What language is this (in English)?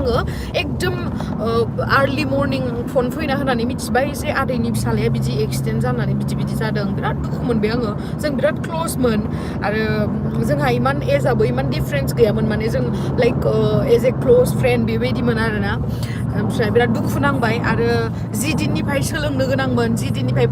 Bodo